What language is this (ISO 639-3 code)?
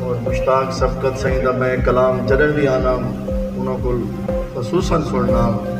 skr